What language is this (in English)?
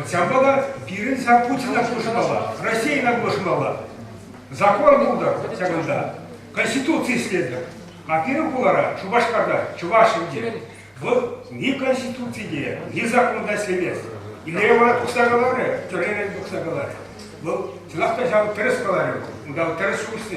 Chuvash